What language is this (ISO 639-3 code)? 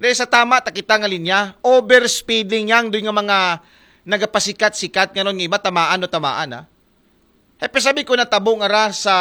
akl